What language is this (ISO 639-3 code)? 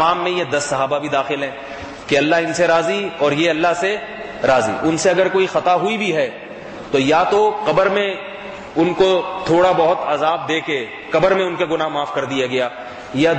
urd